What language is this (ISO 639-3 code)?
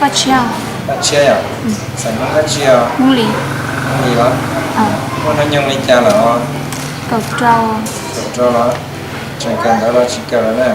hmn